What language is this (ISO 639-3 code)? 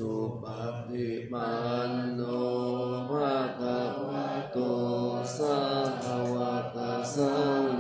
pli